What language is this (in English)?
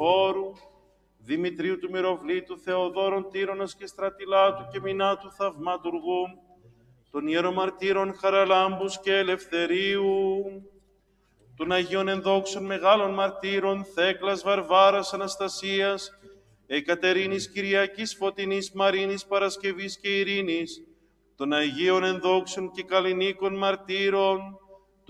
Greek